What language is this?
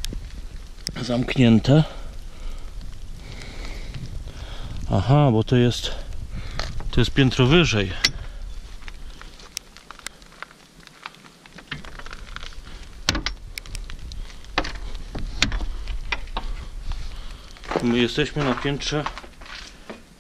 Polish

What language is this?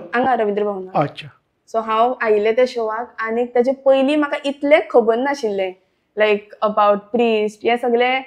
Konkani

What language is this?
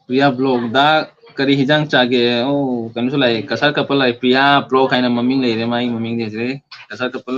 Manipuri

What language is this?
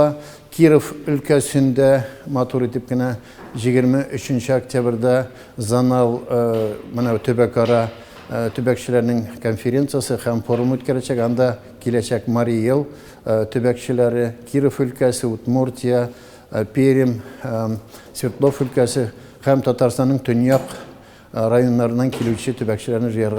Tatar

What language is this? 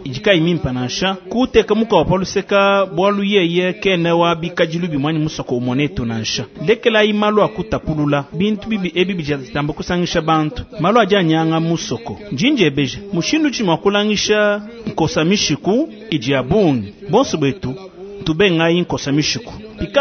Luba-Lulua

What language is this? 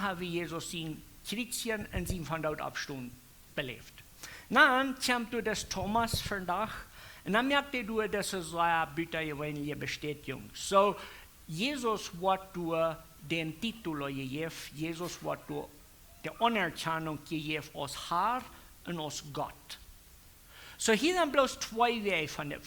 Plautdietsch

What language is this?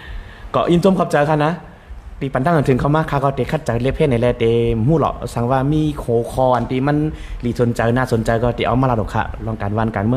Shan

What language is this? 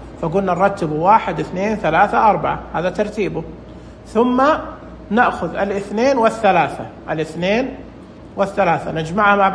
Najdi Arabic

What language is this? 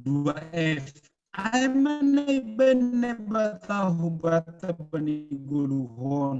Batak Simalungun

